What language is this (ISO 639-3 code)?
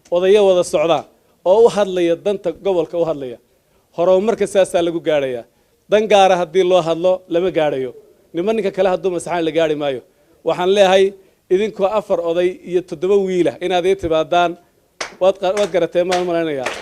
som